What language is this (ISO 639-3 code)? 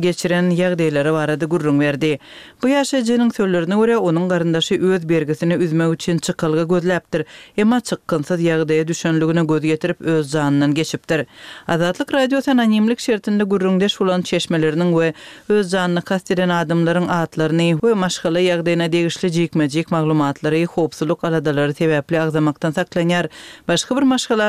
tuk